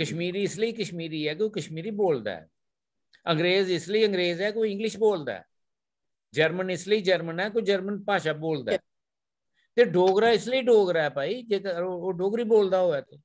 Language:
Dogri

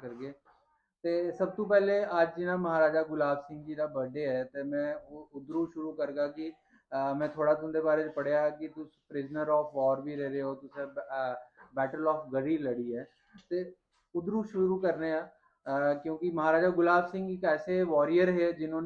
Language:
Dogri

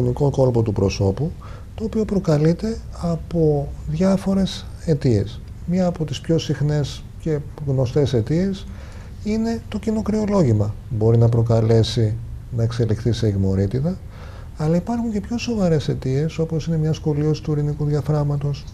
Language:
Greek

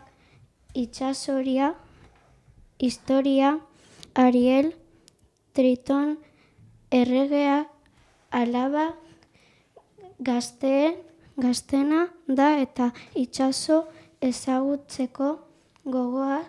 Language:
Basque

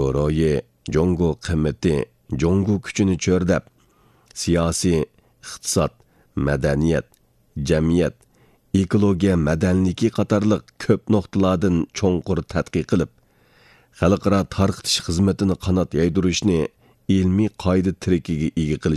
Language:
Uyghur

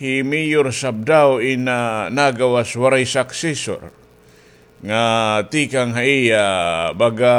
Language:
Waray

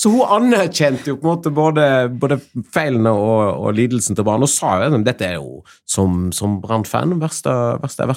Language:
Norwegian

